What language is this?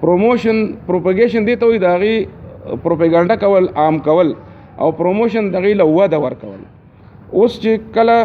Pashto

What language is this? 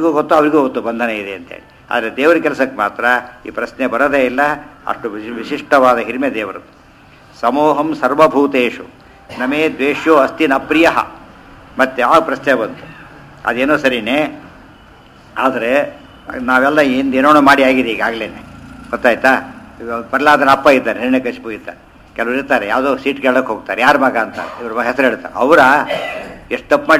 Kannada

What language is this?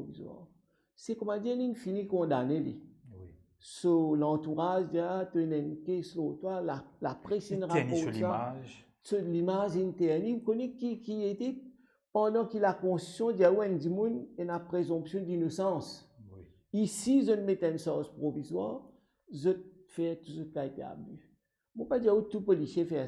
Morisyen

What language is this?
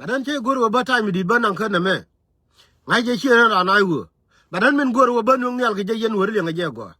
Nuer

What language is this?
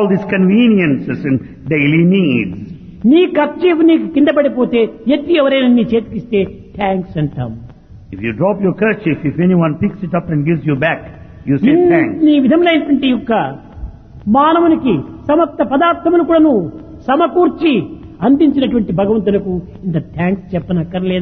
Telugu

